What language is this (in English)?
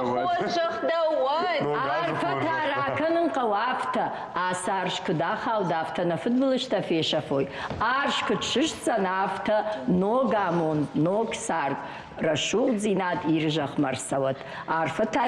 Ossetic